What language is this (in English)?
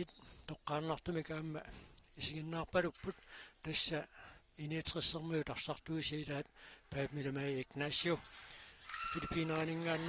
Kalaallisut